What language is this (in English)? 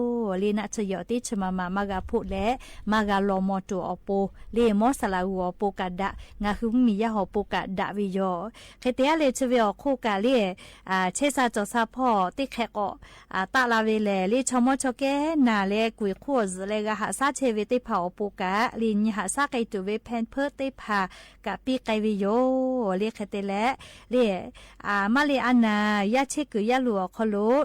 Lahu